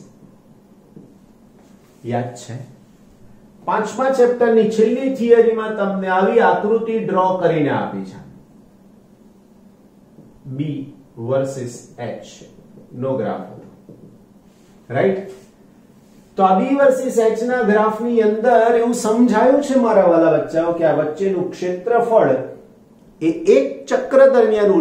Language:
Gujarati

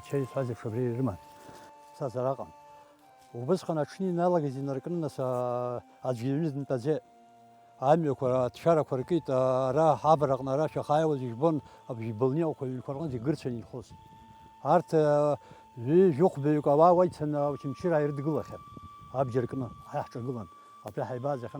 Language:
Abkhazian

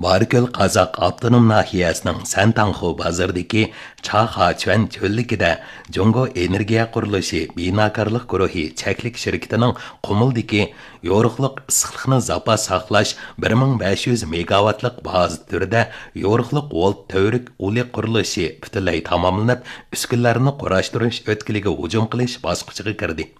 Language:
Uyghur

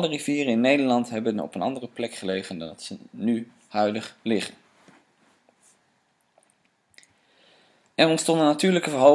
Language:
Dutch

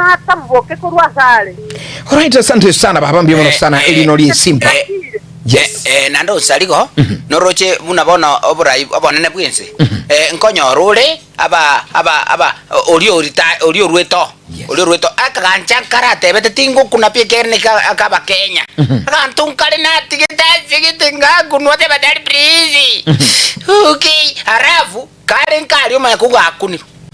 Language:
Gusii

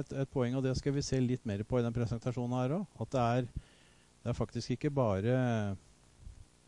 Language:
Norwegian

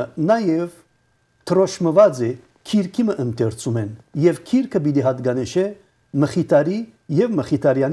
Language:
Armenian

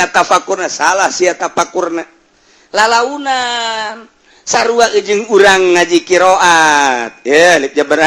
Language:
Sundanese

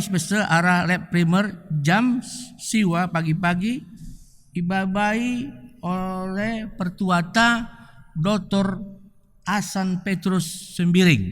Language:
Batak Karo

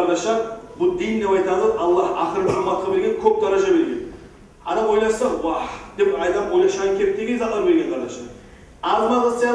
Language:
Kumyk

